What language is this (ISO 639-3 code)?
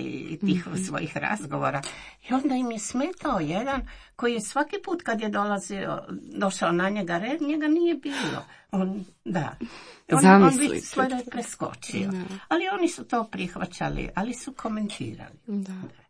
hrv